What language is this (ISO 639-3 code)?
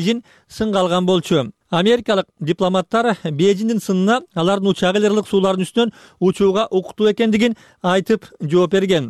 kir